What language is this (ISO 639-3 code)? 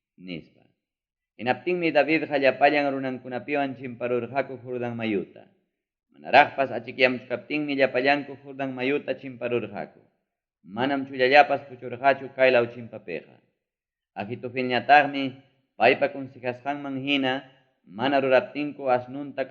quy